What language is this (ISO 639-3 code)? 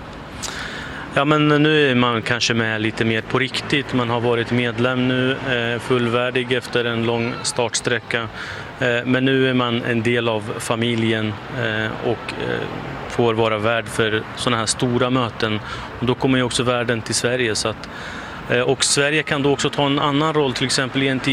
swe